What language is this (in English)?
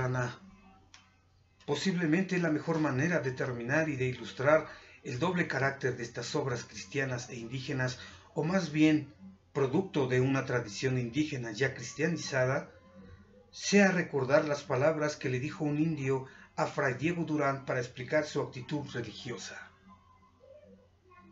Spanish